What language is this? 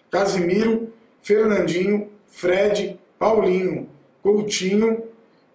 Portuguese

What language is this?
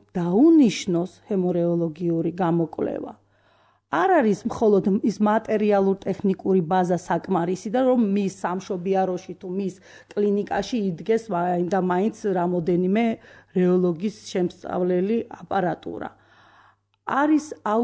Georgian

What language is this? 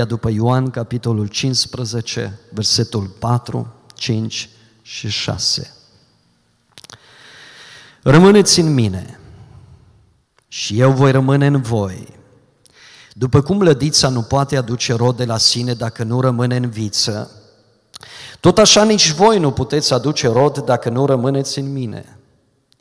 Romanian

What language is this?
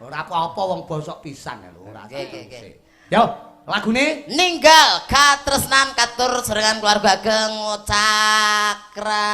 Javanese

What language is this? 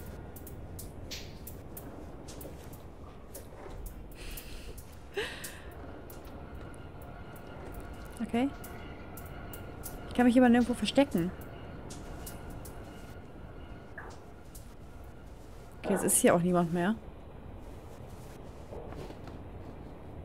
German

